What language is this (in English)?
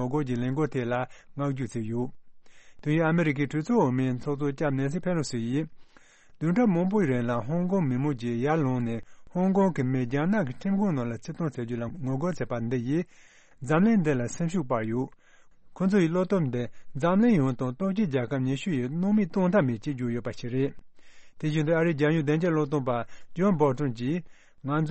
Tibetan